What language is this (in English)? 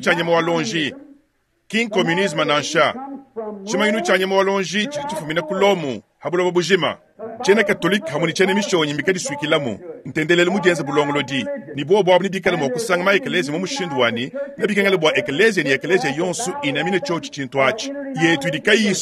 Luba-Lulua